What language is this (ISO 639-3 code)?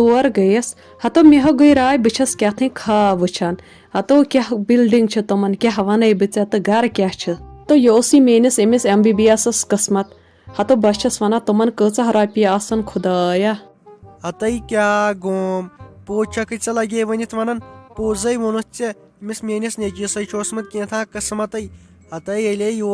kas